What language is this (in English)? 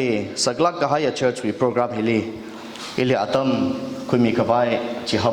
Tangkhul Naga (India)